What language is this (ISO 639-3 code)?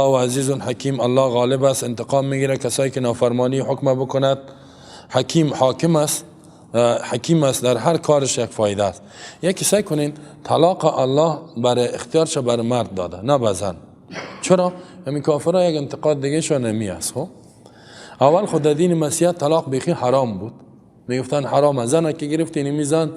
fas